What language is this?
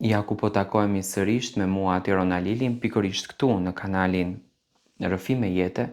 Albanian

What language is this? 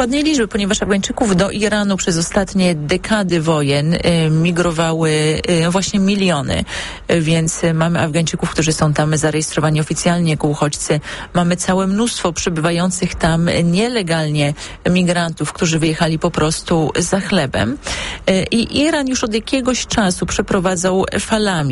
Polish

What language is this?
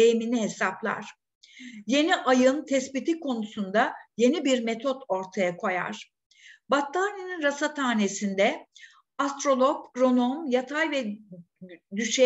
Turkish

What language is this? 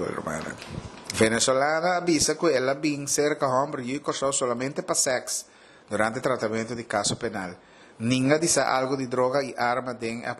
Papiamento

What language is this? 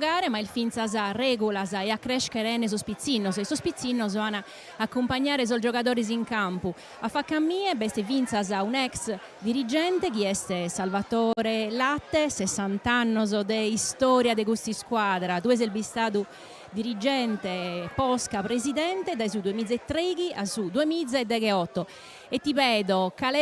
Sardinian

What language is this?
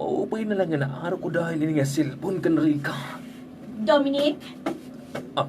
Waray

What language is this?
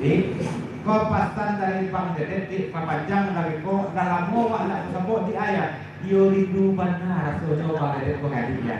Minangkabau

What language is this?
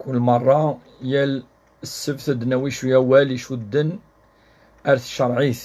Kabyle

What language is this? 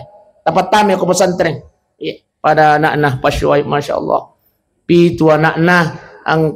Buginese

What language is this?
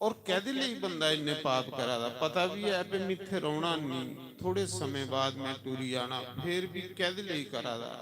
Dogri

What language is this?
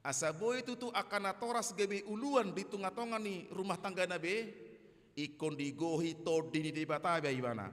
Batak Toba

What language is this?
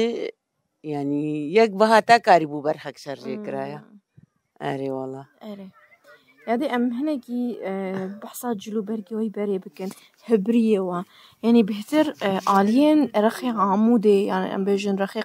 Kurdish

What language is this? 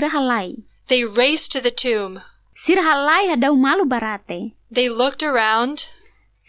Tetum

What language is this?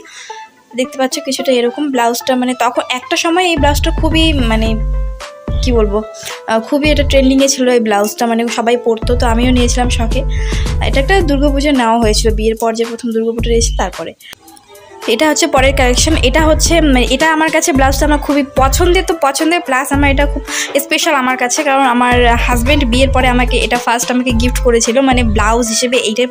Bangla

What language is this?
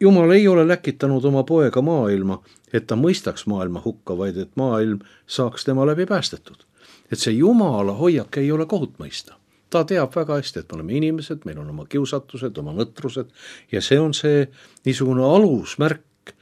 Estonian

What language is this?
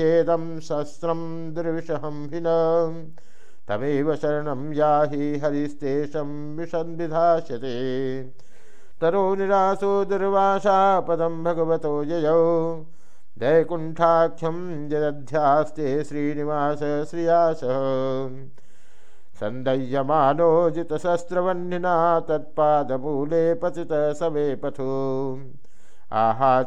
Sanskrit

